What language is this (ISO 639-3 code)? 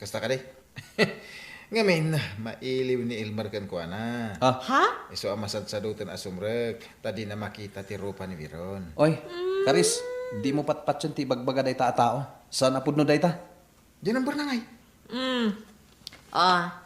ilo